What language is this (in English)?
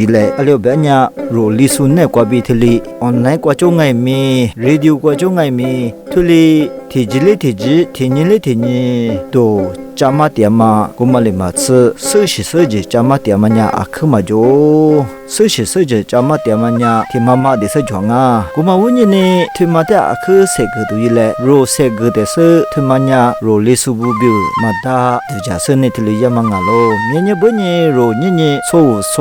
Lisu